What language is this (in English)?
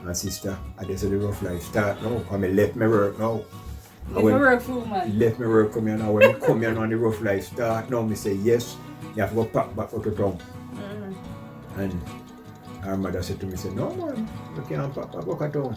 Jamaican Creole English